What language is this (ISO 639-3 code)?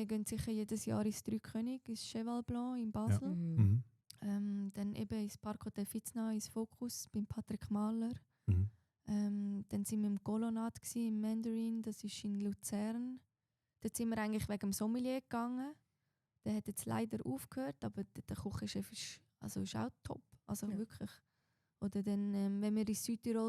gsw